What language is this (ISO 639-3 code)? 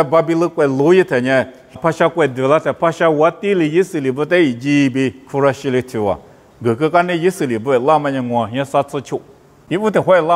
lis